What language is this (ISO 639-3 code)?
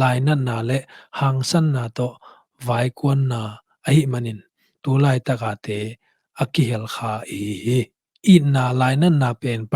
ctd